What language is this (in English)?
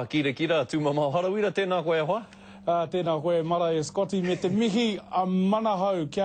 Māori